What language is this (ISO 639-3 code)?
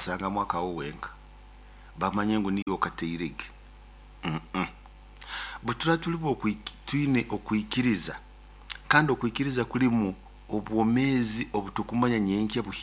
nyo